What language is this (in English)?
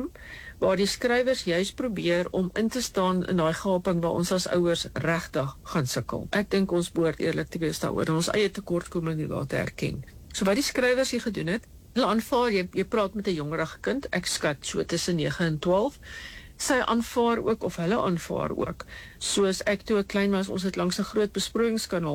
Afrikaans